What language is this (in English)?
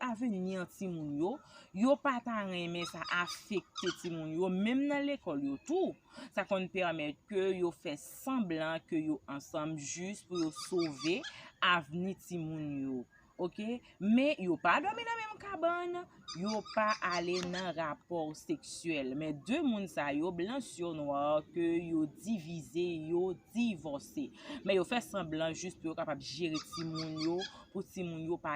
Haitian Creole